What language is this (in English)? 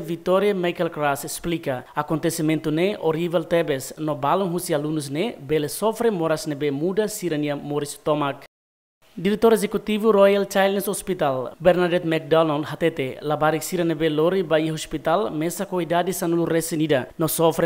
Tetum